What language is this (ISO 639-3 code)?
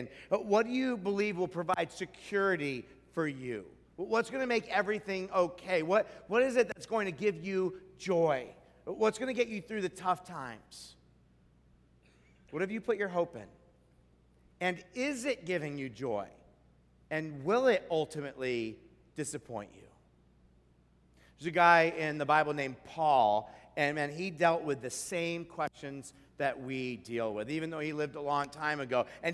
eng